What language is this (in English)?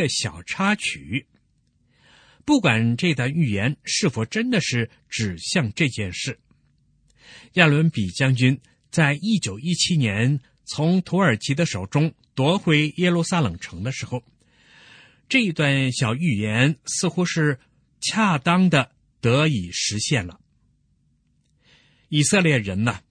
Chinese